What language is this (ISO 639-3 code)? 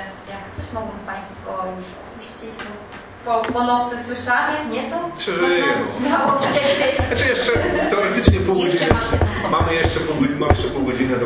pol